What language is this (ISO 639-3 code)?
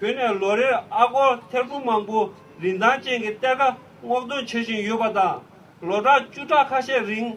bod